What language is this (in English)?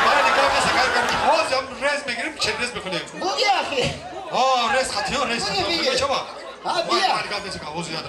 Tajik